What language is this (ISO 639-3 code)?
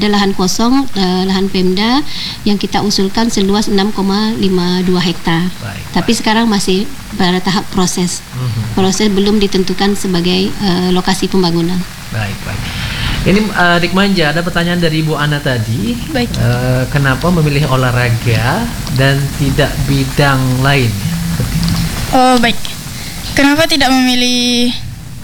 ind